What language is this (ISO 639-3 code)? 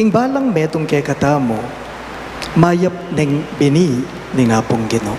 pam